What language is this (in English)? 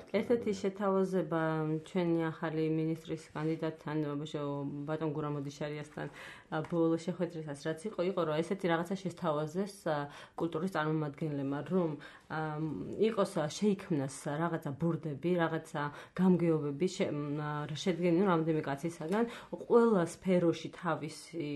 Georgian